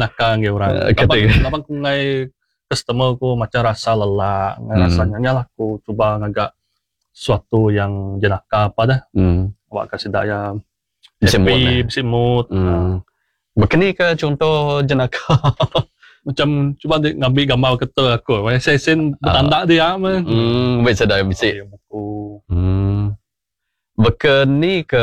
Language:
Iban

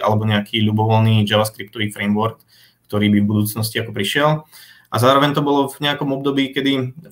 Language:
Slovak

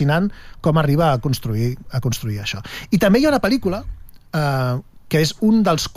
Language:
Catalan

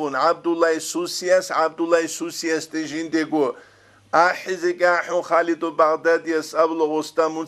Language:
Avaric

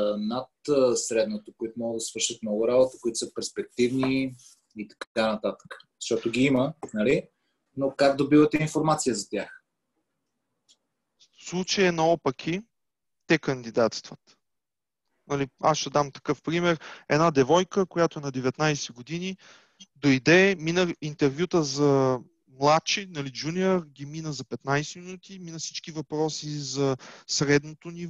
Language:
Bulgarian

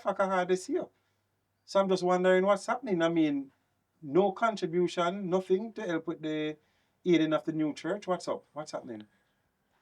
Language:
Jamaican Creole English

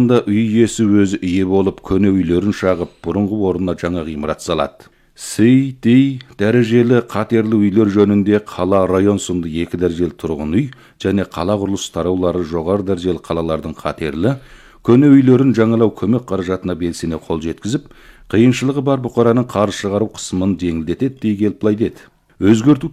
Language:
Kazakh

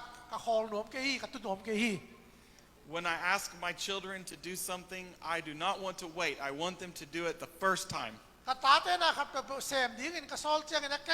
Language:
Tedim Chin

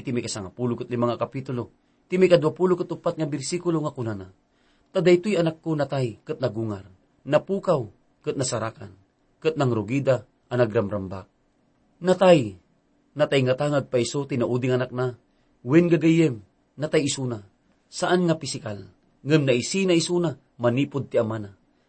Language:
Iloko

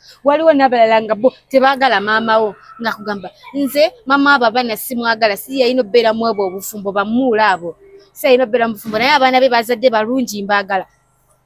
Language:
Ganda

